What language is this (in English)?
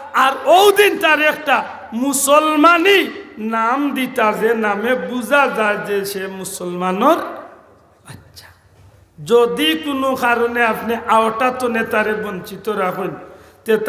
Sylheti